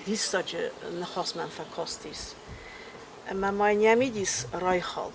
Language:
Ossetic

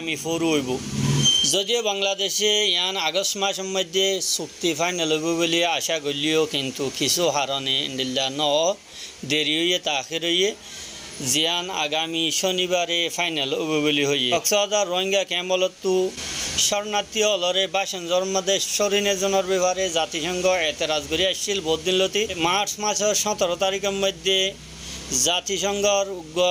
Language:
Rohingya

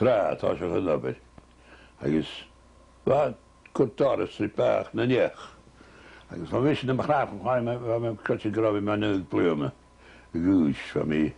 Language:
Scottish Gaelic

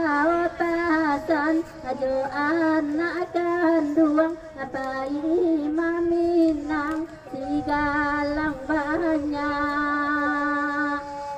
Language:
Minangkabau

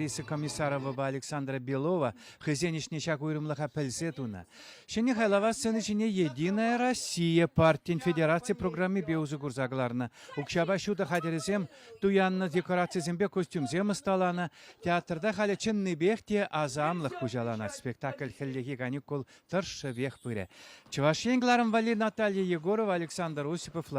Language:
Chuvash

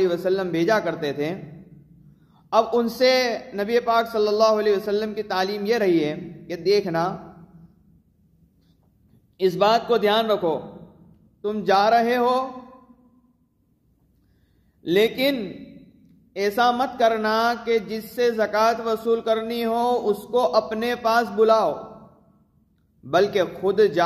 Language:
Urdu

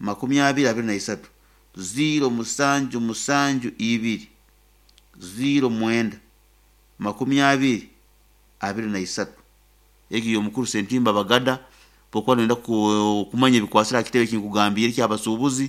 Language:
Nyoro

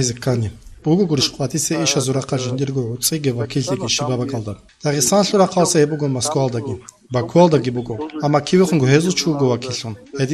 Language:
Avaric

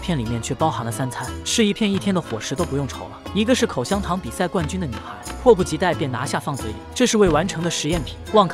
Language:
Chinese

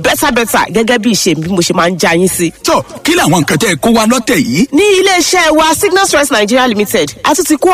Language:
Yoruba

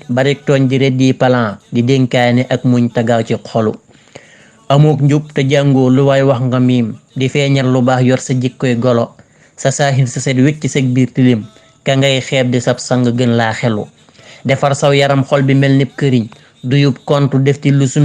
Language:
Wolof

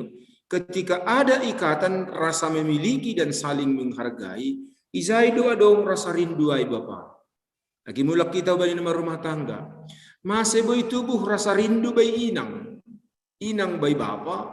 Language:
Batak Simalungun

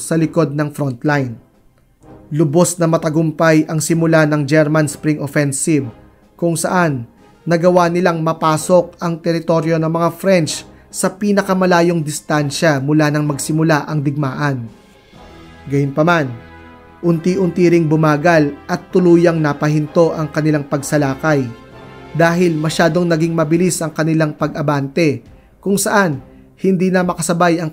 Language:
Filipino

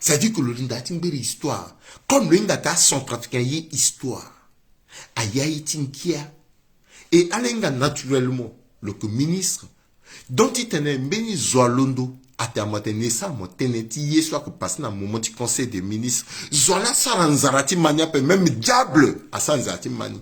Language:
Sango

